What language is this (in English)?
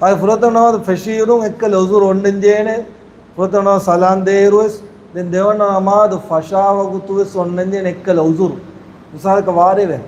Divehi